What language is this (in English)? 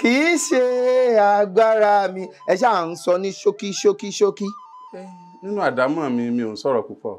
Yoruba